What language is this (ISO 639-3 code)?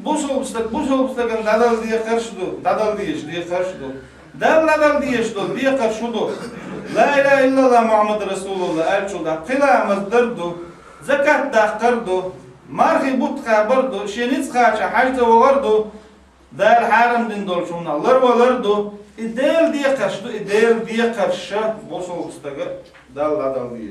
che